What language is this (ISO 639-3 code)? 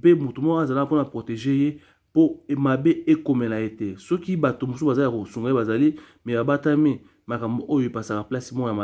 lin